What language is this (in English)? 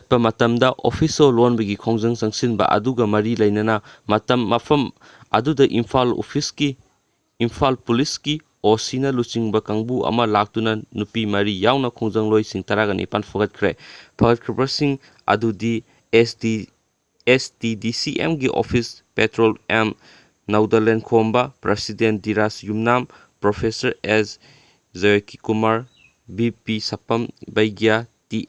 Manipuri